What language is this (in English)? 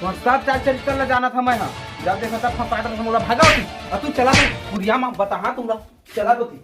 Chhattisgarhi